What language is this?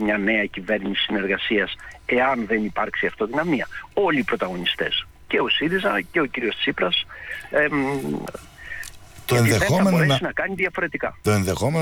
Greek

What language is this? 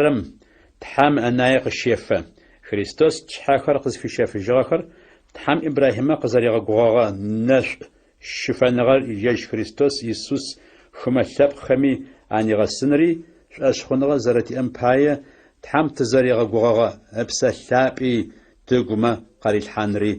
Adyghe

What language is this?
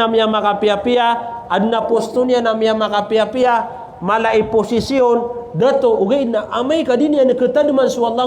Maranao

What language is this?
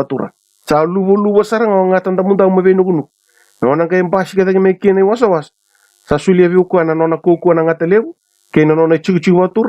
Fijian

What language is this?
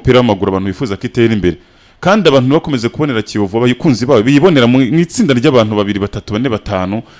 Kinyarwanda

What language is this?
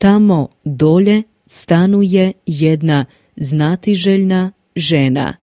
Macedonian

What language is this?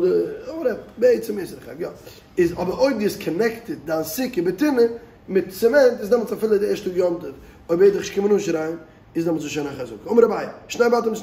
Yiddish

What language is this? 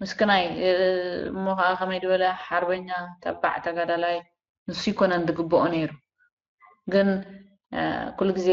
Tigrinya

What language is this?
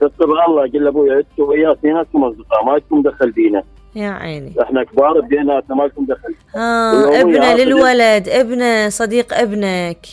Mesopotamian Arabic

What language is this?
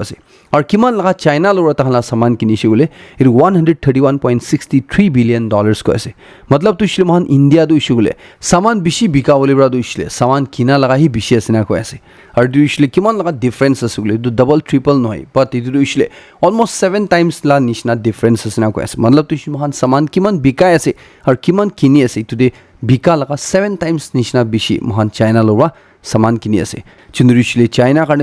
Naga Pidgin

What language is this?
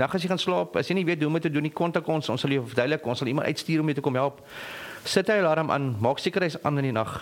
Afrikaans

